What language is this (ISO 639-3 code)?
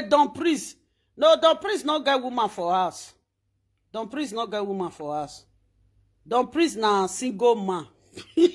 pcm